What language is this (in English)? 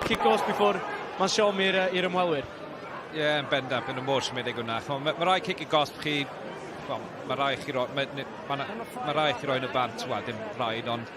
Welsh